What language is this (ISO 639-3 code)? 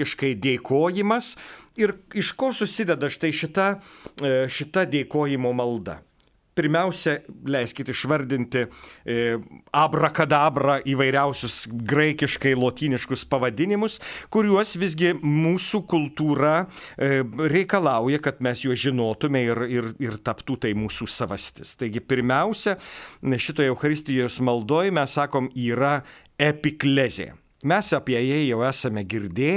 lit